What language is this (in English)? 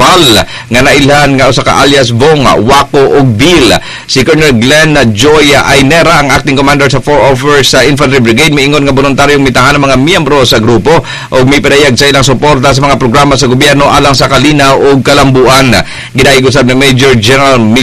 Cebuano